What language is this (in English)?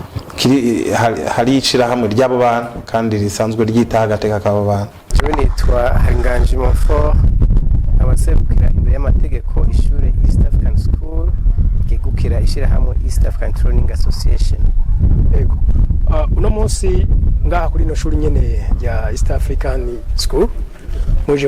Rundi